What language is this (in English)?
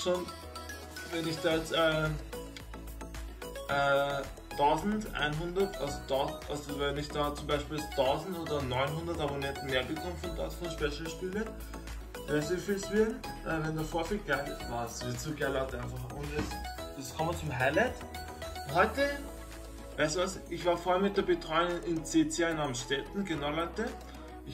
German